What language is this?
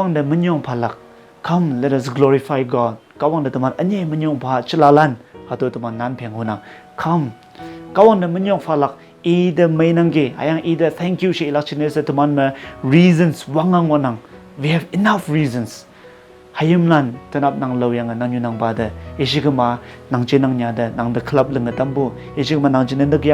Konyak Naga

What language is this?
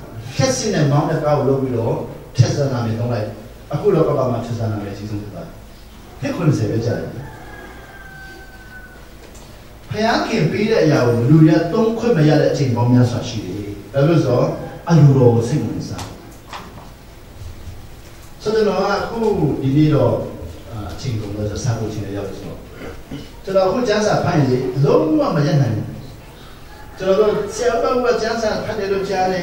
Burmese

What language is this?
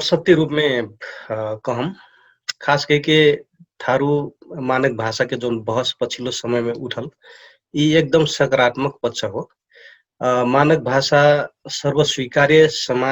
Dangaura Tharu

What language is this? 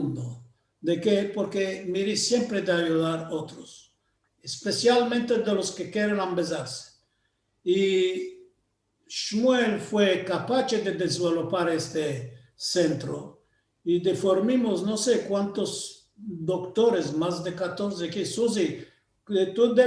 Ladino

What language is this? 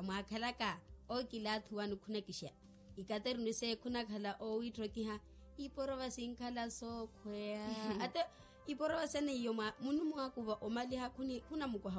Makhuwa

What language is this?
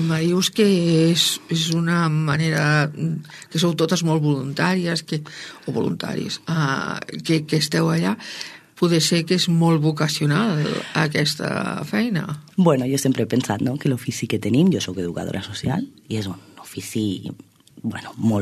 Catalan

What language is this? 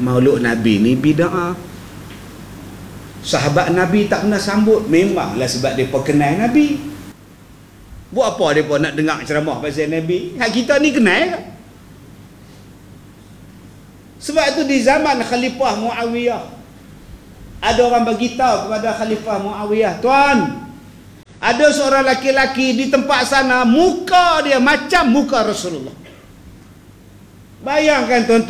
Malay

